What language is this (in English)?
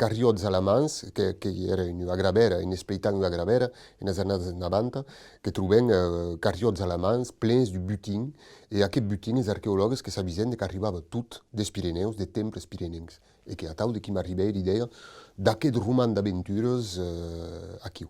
Occitan